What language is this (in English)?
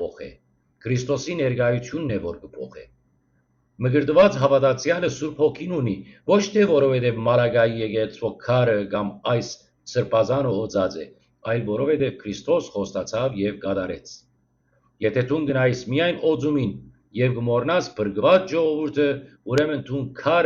Western Armenian